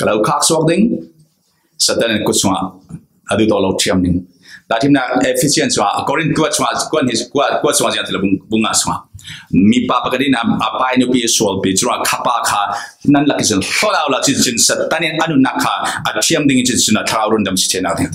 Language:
Falam Chin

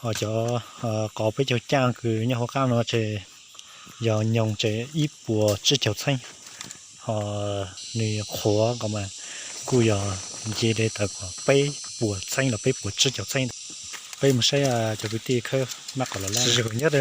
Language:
Hmong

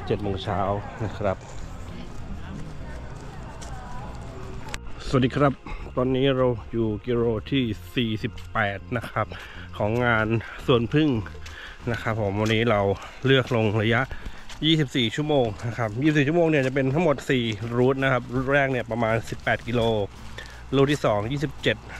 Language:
Thai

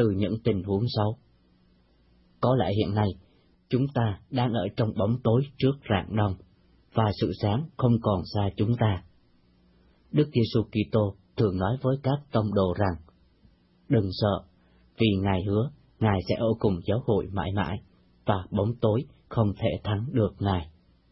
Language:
Vietnamese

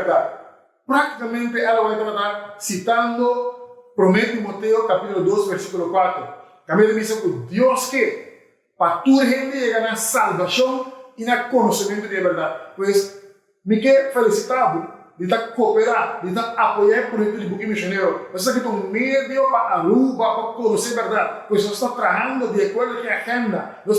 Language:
Papiamento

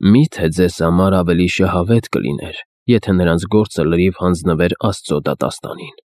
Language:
Armenian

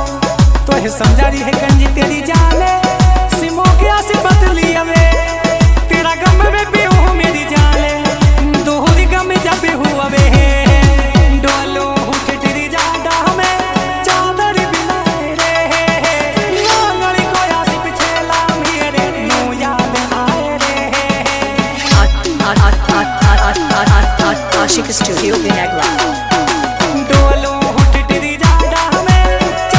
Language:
Haryanvi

